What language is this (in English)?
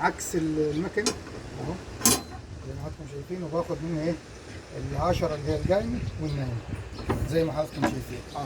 Egyptian Arabic